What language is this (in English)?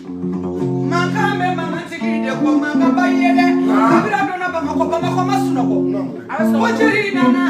Bambara